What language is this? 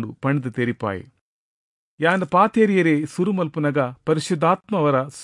Tulu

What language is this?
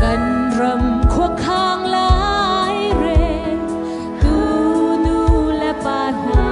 Hakha Chin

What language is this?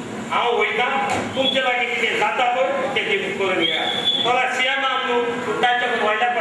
Konkani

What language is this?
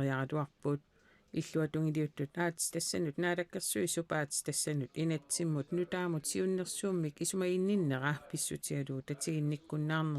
Kalaallisut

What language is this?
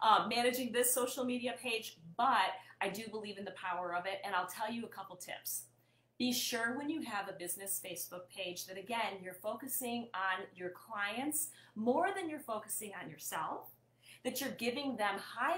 English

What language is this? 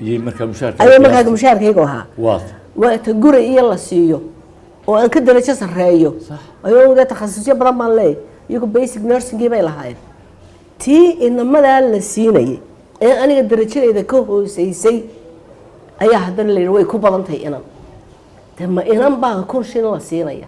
Somali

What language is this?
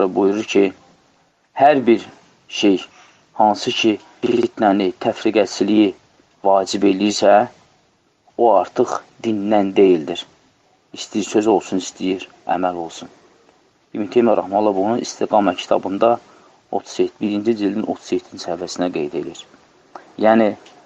Azerbaijani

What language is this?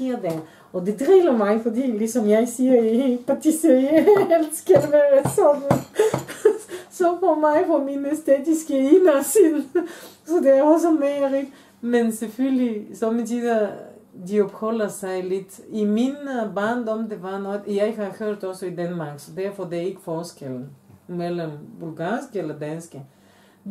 Danish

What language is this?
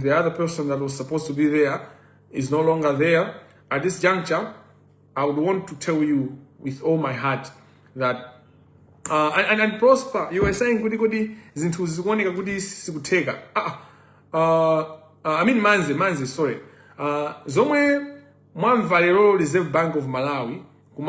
Nyanja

